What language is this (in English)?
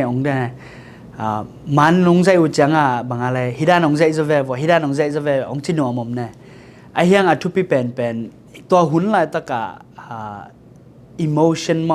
Tedim Chin